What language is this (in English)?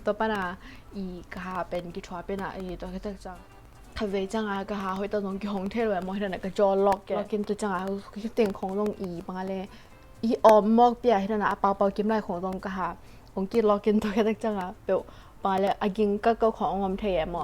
Tedim Chin